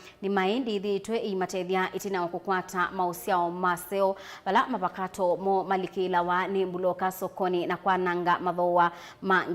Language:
Kamba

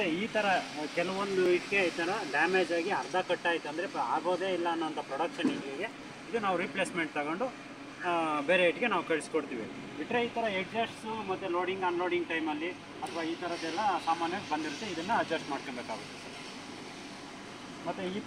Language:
Kannada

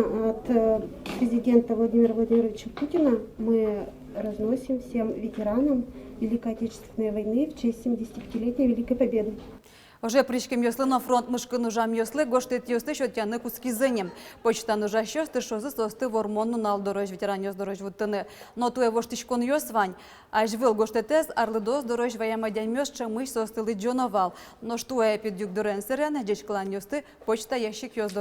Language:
Udmurt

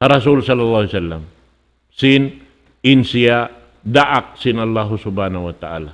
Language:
Tausug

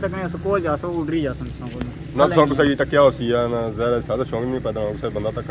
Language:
Pahari-Potwari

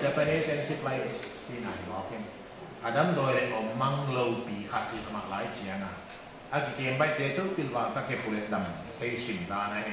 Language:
Paite Chin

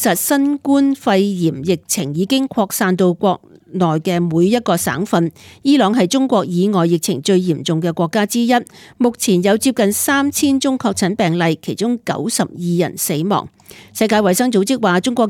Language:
Cantonese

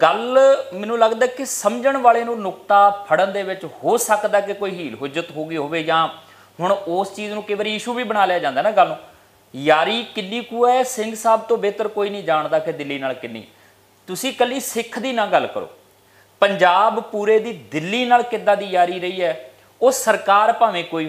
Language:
Punjabi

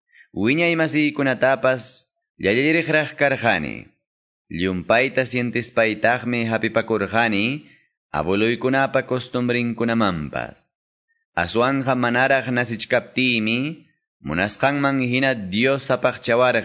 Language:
Quechua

